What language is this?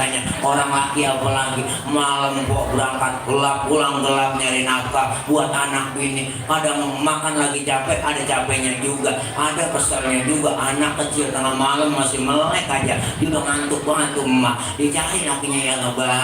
Betawi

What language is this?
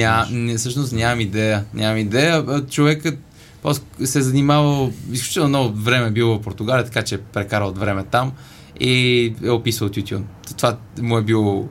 Bulgarian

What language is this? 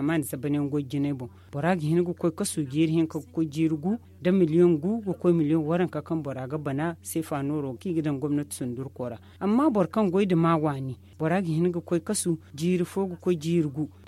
Zarma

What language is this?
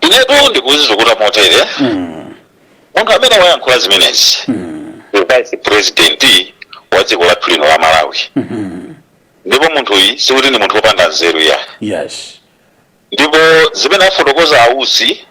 Nyanja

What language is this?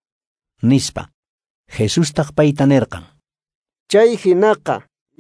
Quechua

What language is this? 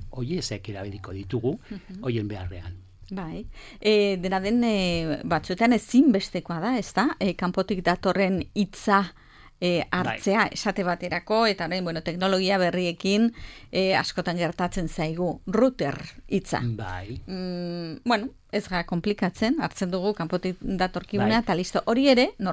Basque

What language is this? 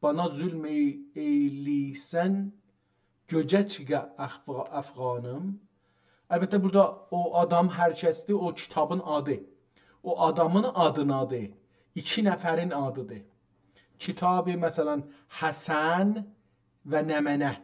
South Azerbaijani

